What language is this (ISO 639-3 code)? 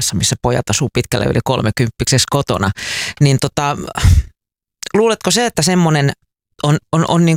fin